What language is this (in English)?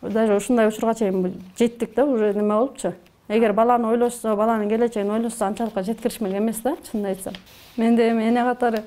Kyrgyz